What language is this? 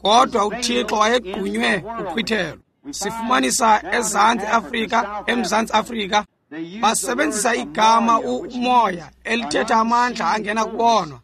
Xhosa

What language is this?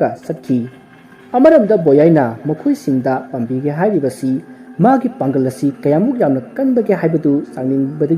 Manipuri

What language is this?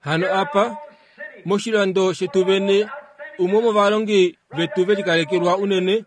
Kuanyama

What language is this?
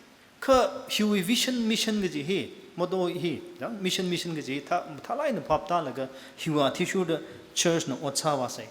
Tangkhul Naga (India)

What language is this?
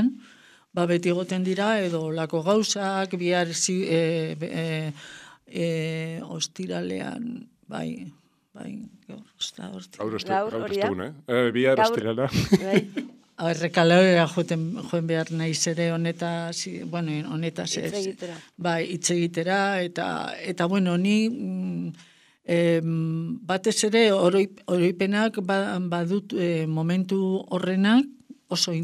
Basque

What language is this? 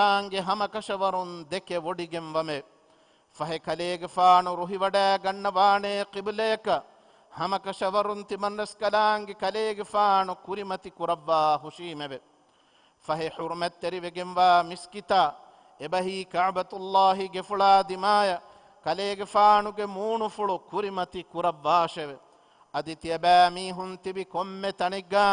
Divehi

